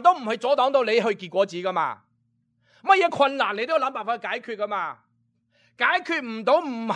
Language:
Cantonese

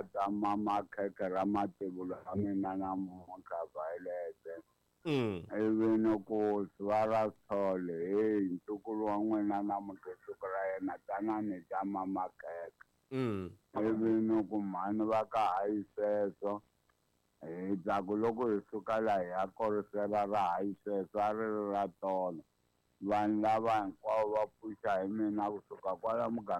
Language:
Tsonga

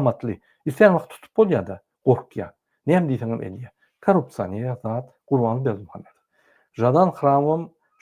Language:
Turkmen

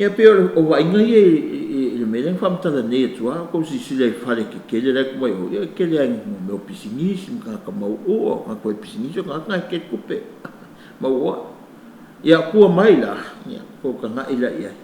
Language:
Samoan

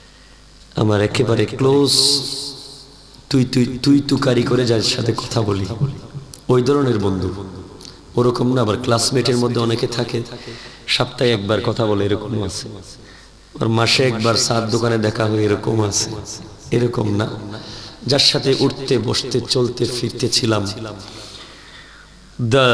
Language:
Bangla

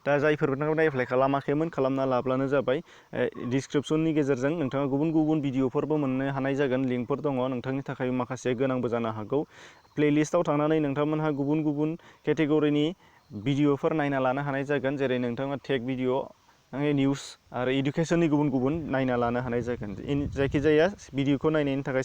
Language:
Bodo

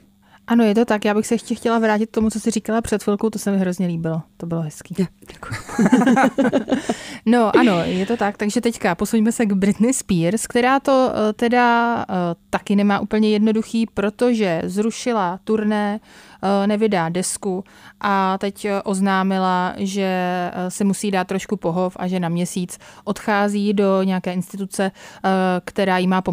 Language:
Czech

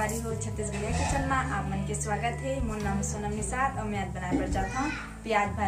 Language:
Chhattisgarhi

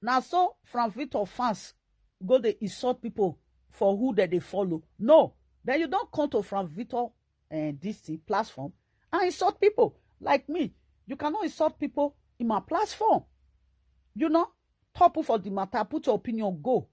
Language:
Nigerian Pidgin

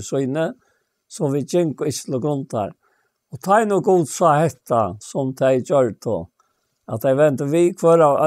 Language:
Faroese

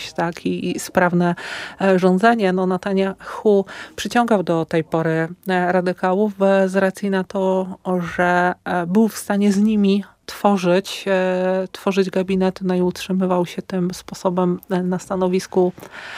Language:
Polish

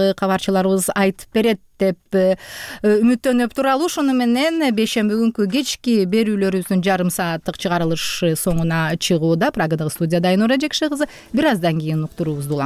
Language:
Kyrgyz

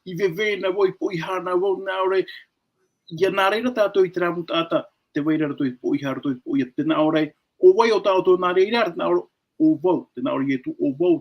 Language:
Tahitian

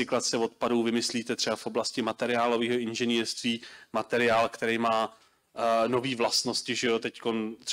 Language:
Czech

